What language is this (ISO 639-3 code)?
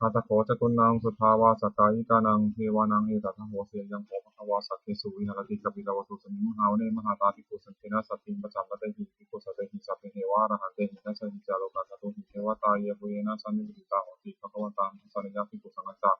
pli